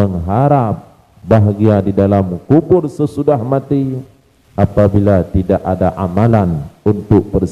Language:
Achinese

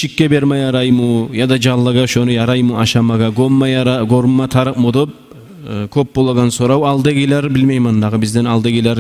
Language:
Kumyk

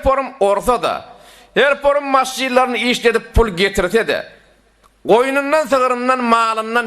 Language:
Turkmen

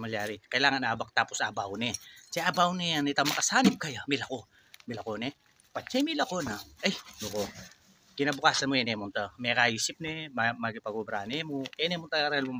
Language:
Pampanga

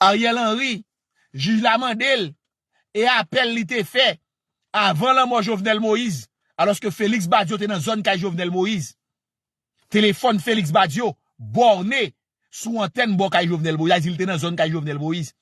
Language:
Haitian Creole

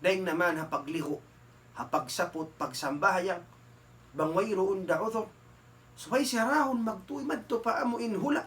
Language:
Tausug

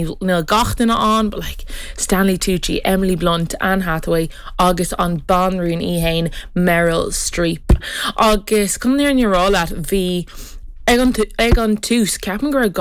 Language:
Irish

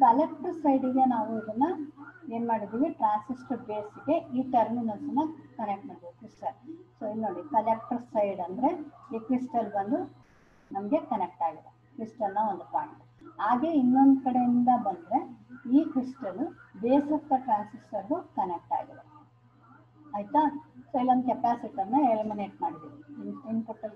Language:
Kannada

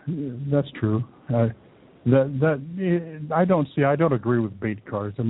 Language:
English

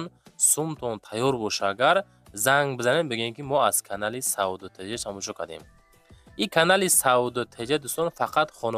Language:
Tajik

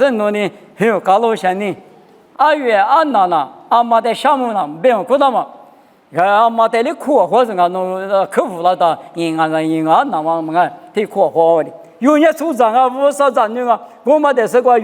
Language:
Lisu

